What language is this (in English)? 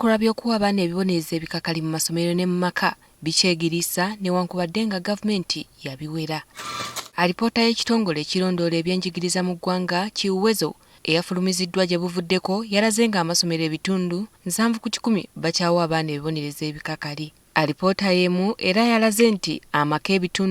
Ganda